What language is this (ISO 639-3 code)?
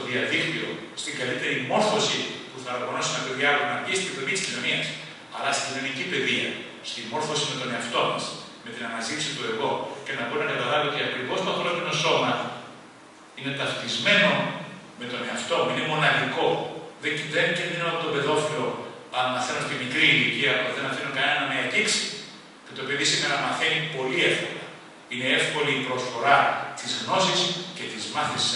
ell